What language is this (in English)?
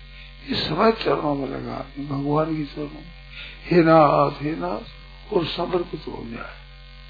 Hindi